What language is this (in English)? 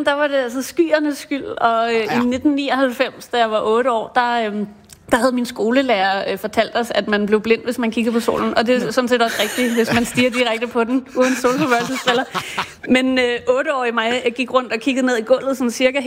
Danish